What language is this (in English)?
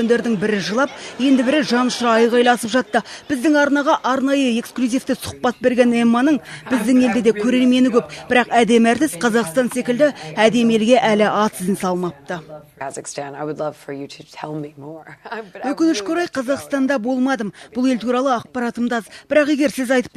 Kazakh